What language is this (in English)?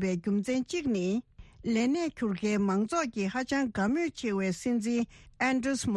Tibetan